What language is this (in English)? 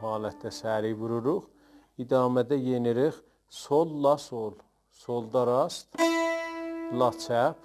South Azerbaijani